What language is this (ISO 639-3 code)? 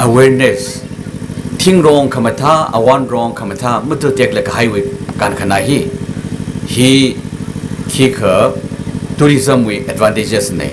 nmf